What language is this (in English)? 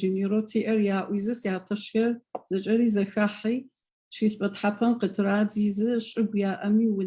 Adyghe